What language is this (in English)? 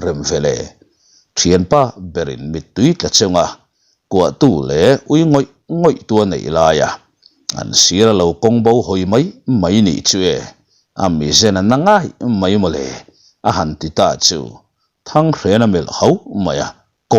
Mizo